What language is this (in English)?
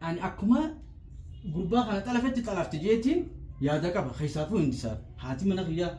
Oromo